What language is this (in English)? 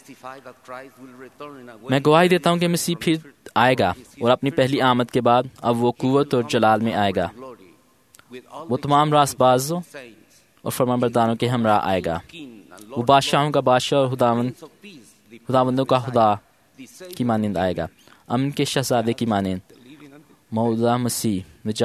Urdu